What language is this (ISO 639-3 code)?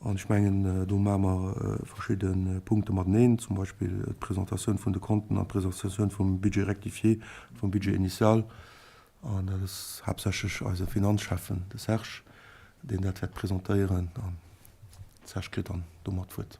ltz